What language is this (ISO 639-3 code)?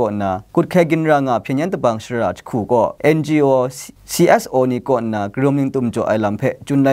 kac